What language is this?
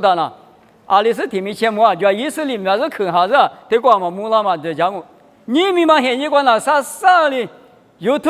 Lisu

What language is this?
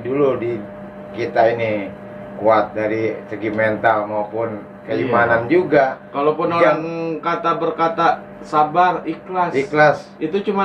Betawi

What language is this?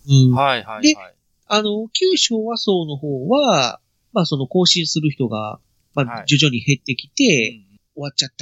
Japanese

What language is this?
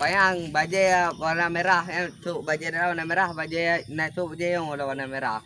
Achinese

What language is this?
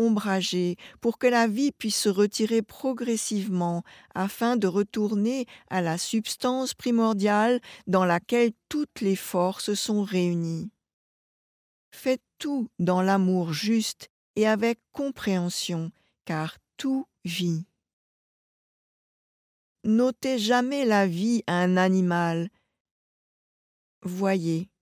French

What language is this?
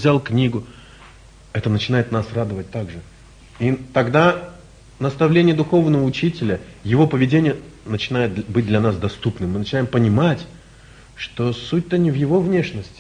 Russian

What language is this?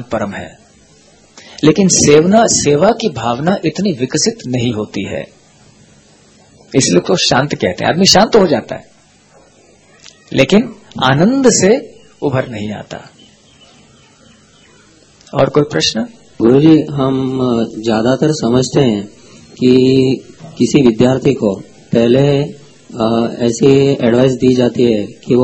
Hindi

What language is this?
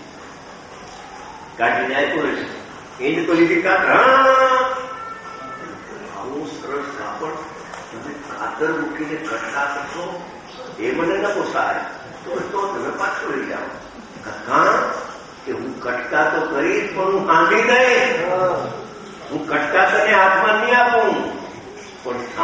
Gujarati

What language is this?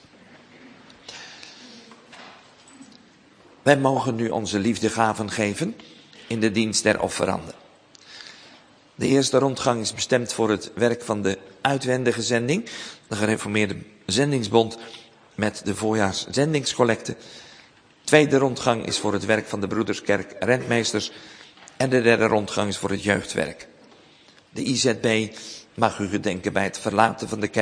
Dutch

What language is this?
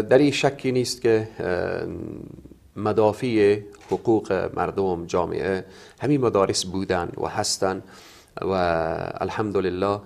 Persian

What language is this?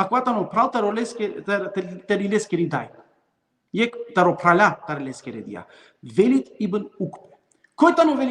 Balkan Romani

